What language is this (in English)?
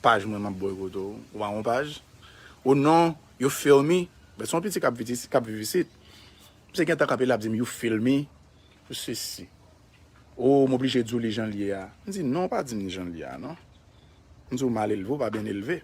Haitian Creole